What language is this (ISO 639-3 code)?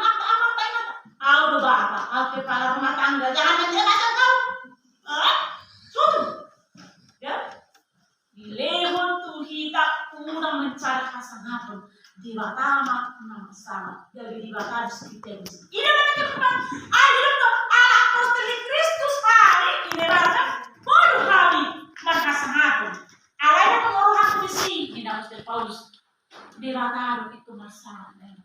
bbc